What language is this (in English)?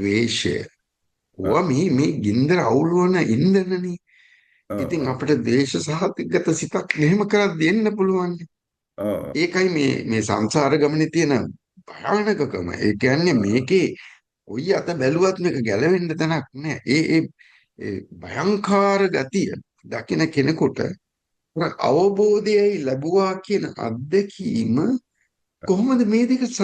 Sinhala